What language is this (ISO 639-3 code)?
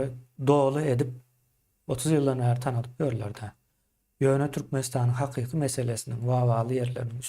tuk